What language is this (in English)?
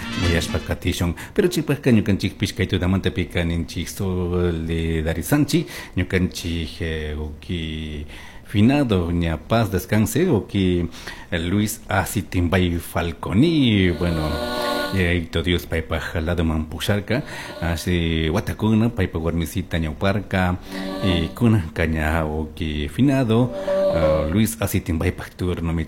Chimborazo Highland Quichua